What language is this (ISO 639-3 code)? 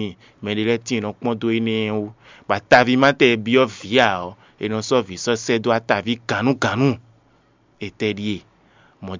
fon